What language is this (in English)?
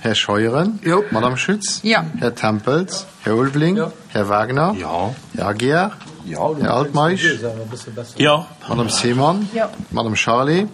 Luxembourgish